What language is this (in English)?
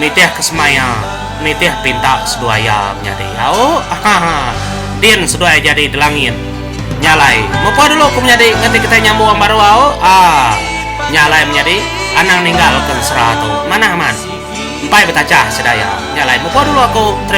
Iban